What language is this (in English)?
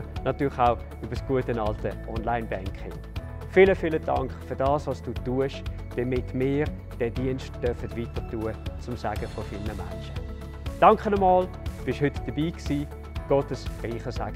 Swiss German